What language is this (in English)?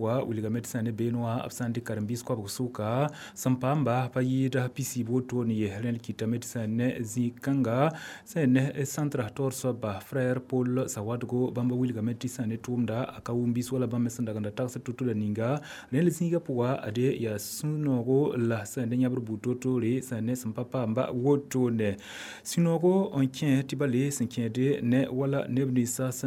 Mossi